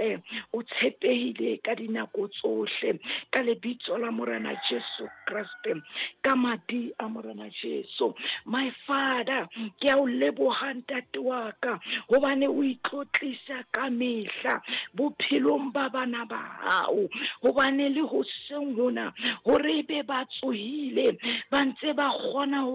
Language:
Southern Sotho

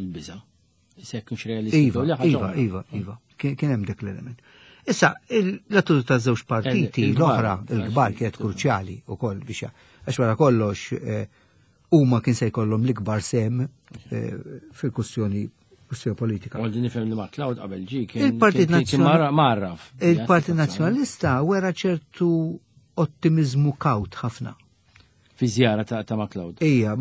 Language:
Maltese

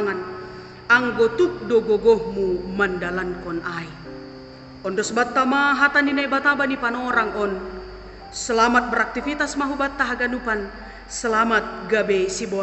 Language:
Batak Simalungun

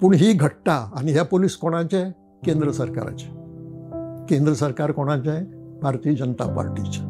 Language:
Konkani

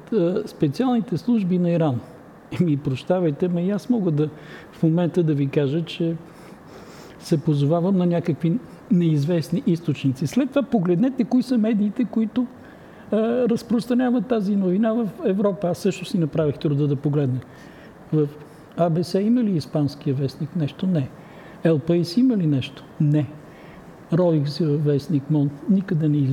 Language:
Bulgarian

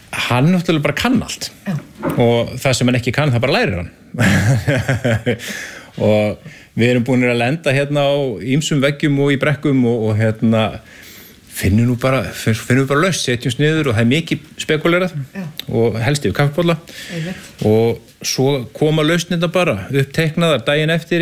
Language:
Icelandic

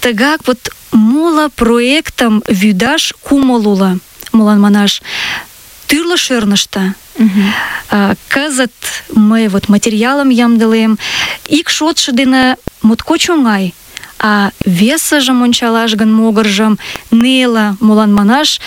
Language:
Mari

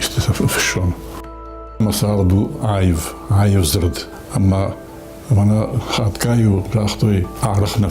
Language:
Ossetic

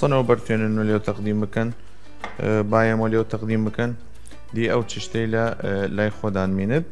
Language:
Southern Kurdish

